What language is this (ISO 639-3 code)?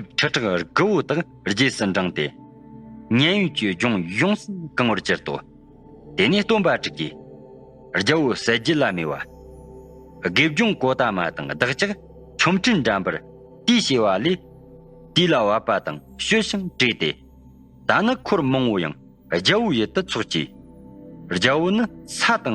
bod